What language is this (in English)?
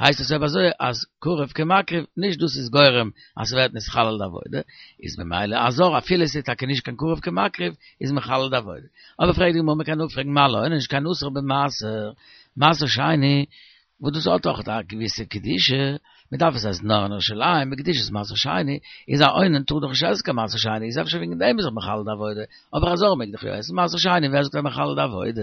Yiddish